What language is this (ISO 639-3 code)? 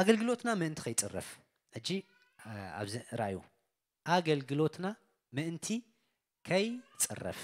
tir